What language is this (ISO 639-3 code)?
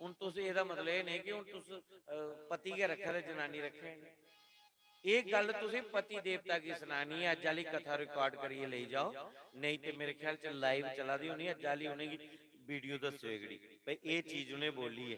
doi